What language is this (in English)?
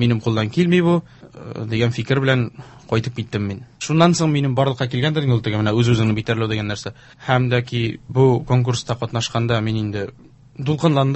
Tatar